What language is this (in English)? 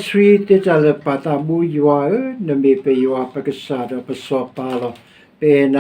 S'gaw Karen